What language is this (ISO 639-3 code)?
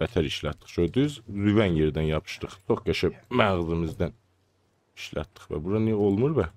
azb